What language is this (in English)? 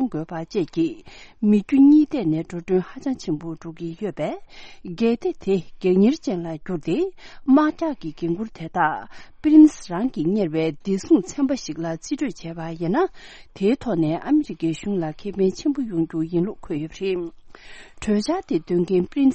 Tibetan